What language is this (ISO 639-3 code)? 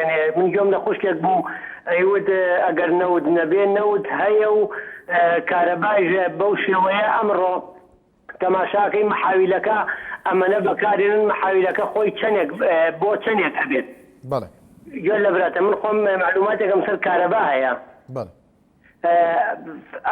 ckb